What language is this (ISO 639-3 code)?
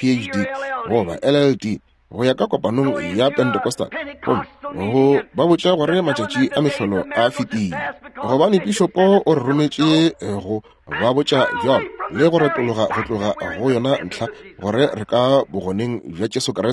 nso